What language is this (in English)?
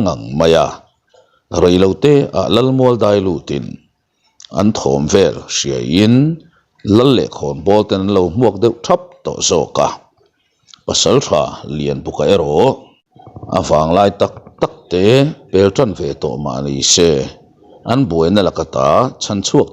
Mizo